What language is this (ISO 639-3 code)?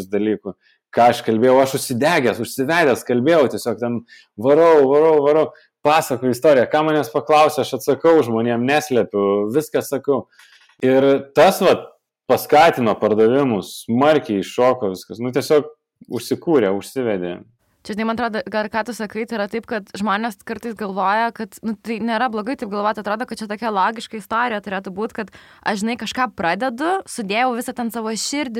lit